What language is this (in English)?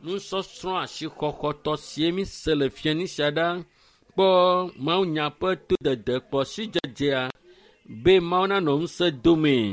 Ewe